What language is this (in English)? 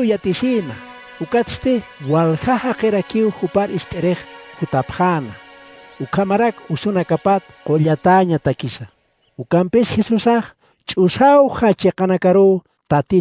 Aymara